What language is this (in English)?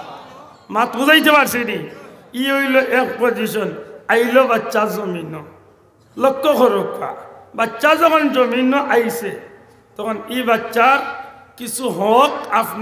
Sylheti